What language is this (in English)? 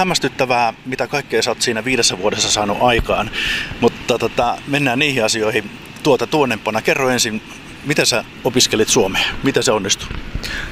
Finnish